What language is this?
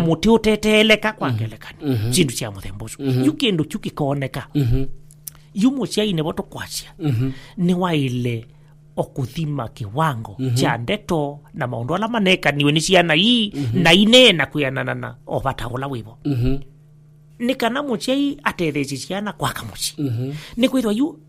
Kamba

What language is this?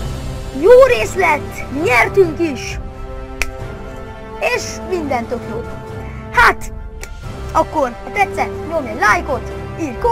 Hungarian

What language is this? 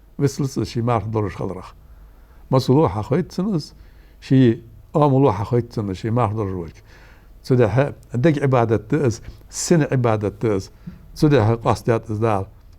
Ingush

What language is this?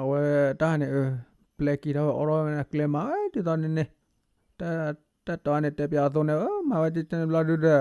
S'gaw Karen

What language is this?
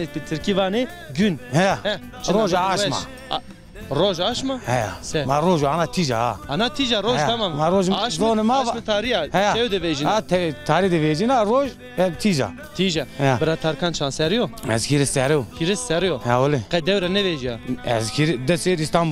Zaza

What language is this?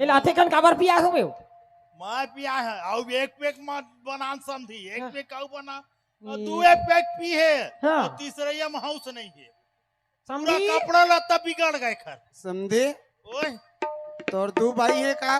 Chhattisgarhi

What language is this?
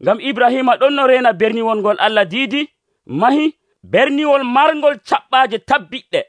Nigerian Fulfulde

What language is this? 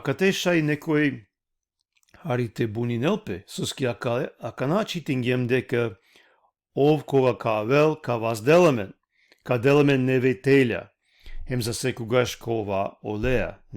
Balkan Romani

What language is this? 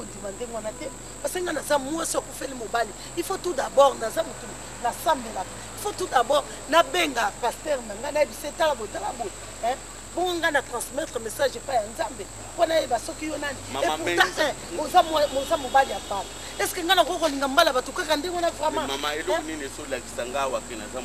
Lingala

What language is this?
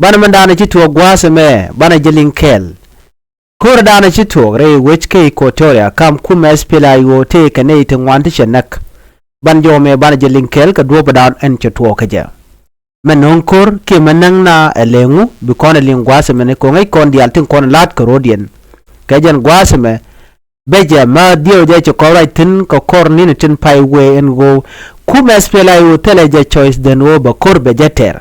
Nuer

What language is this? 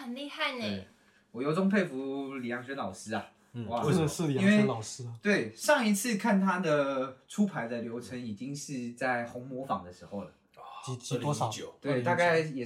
Chinese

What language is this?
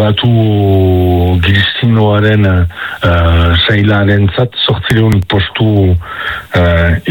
Basque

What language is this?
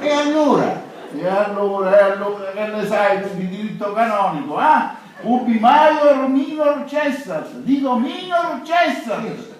Sicilian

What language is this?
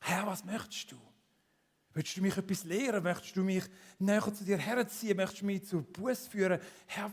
Swiss German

